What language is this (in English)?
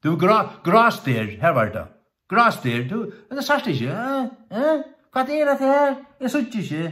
Faroese